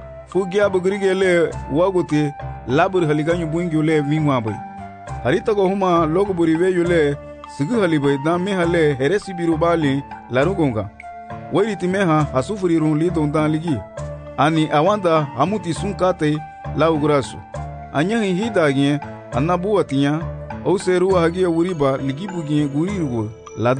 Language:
Garifuna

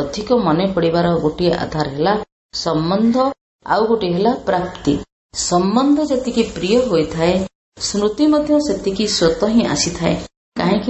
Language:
Odia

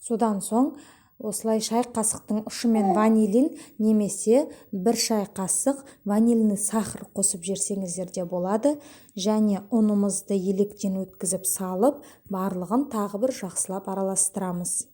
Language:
Kazakh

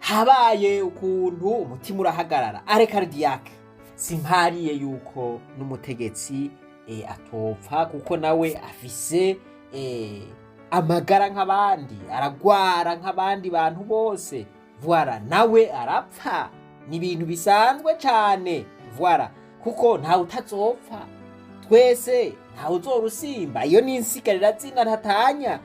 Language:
Rundi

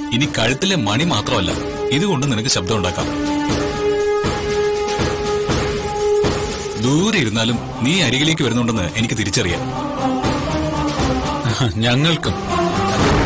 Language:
Malayalam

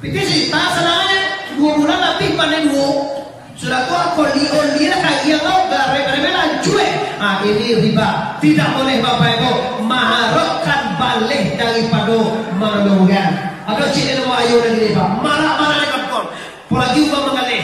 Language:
Minangkabau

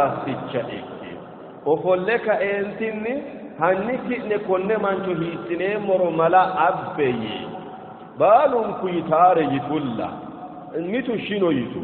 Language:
Sidamo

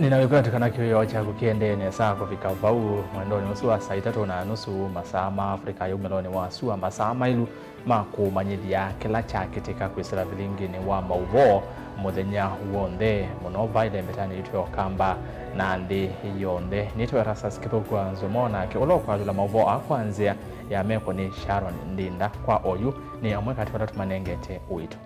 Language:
Kamba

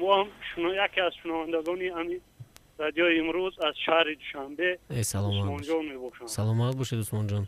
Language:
Tajik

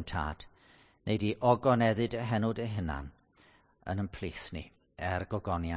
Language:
Welsh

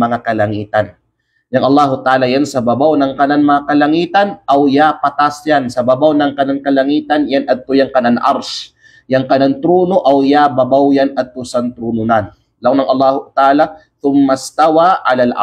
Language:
Kalagan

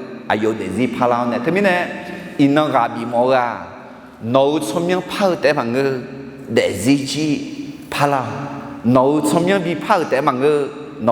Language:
Akha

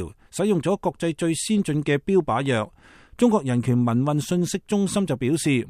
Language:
Cantonese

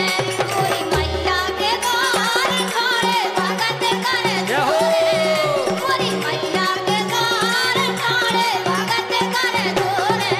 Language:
Bundeli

